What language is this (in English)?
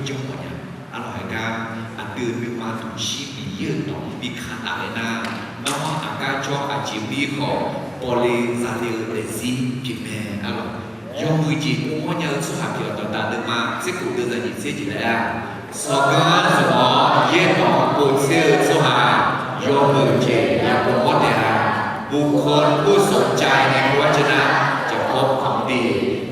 Akha